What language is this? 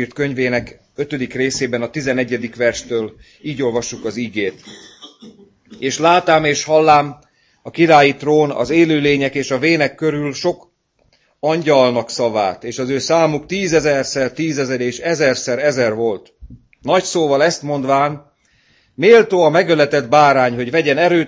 Hungarian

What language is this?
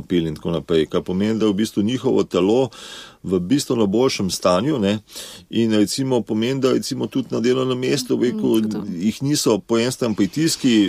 Slovenian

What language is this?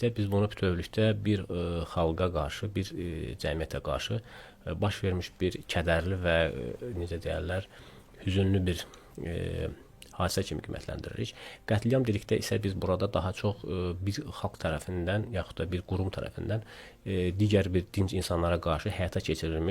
Azerbaijani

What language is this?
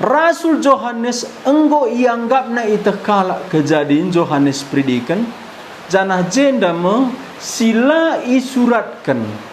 Batak Karo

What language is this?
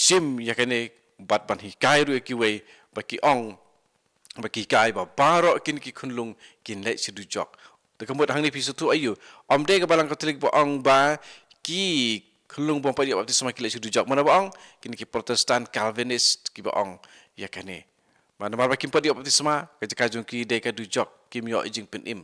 Khasi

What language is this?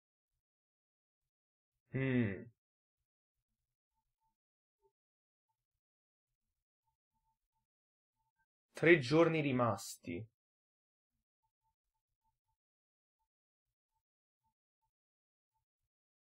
Italian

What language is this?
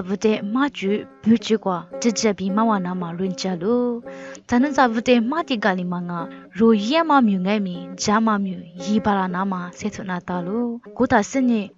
Lisu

